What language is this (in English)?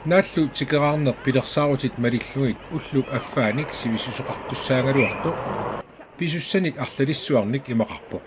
Kalaallisut